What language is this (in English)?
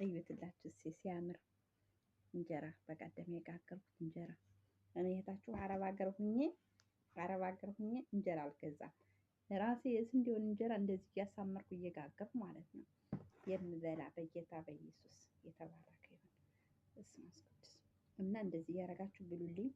Amharic